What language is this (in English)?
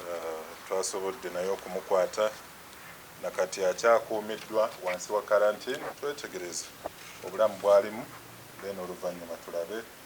Ganda